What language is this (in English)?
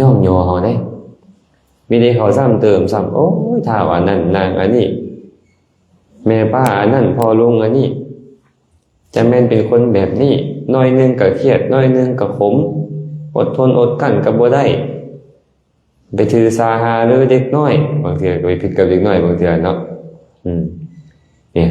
Lao